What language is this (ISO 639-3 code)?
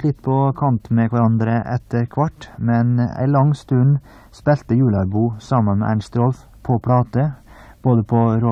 nor